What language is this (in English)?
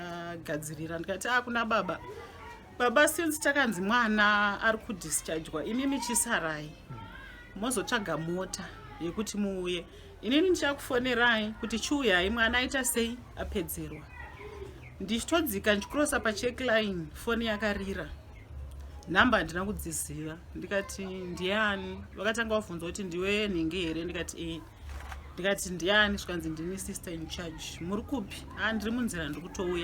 Shona